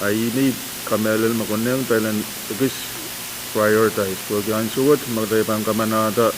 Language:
Pohnpeian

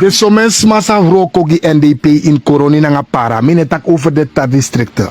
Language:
Sranan Tongo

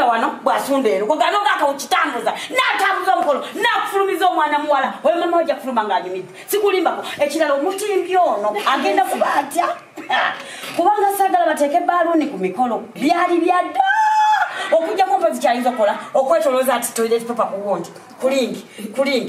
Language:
Ganda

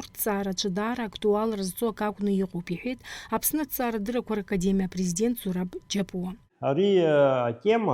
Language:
Abkhazian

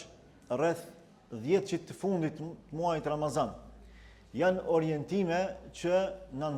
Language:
Albanian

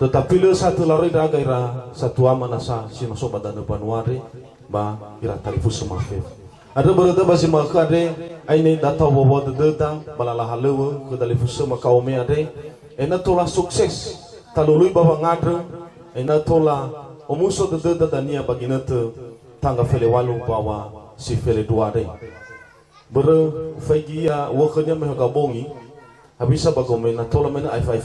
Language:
Nias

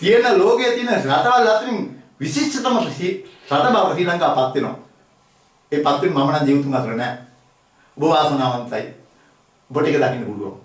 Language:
Sinhala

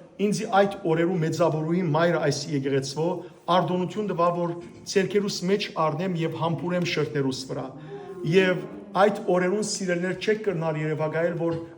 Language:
Western Armenian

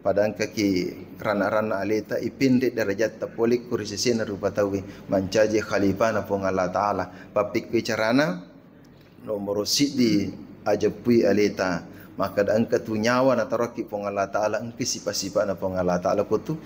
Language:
Buginese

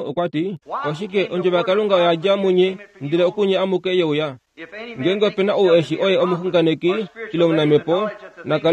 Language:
Kuanyama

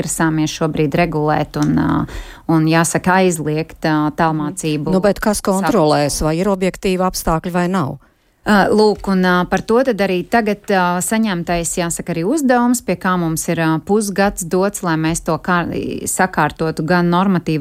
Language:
Latvian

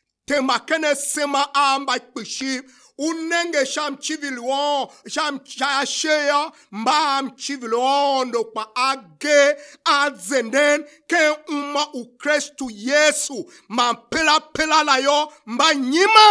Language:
Tiv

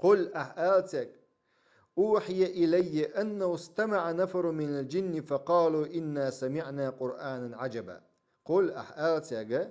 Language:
Chechen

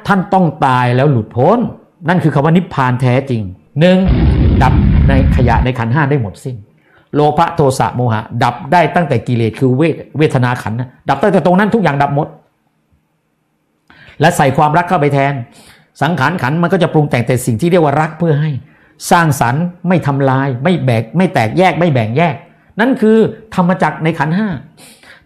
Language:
Thai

